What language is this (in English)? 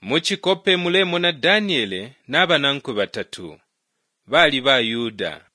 Bemba